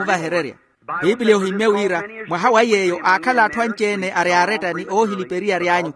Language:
Makhuwa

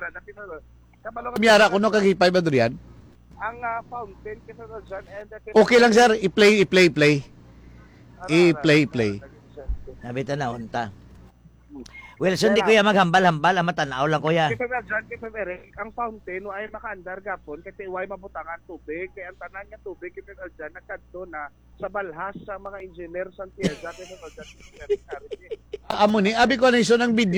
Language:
Hiligaynon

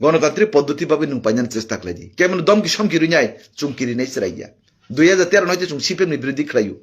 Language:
Kok Borok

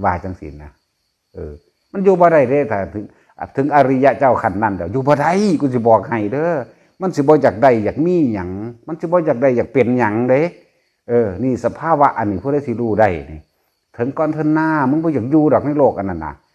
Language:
Northeastern Thai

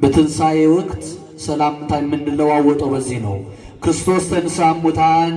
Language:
Amharic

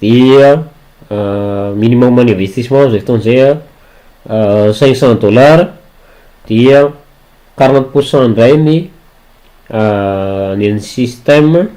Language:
Malagasy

